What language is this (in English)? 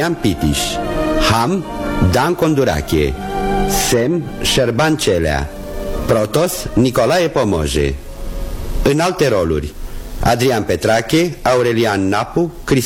Romanian